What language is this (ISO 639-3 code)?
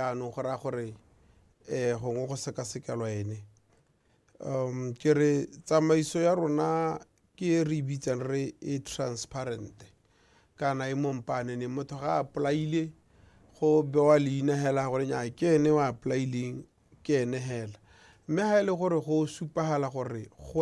tsn